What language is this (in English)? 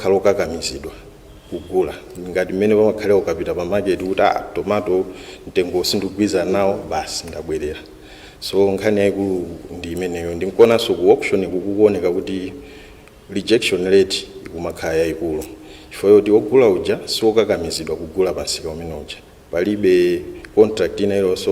Nyanja